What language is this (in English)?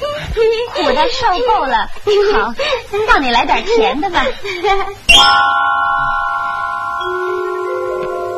Chinese